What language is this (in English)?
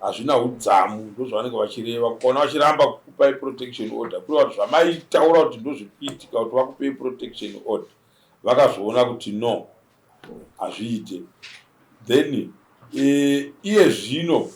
Shona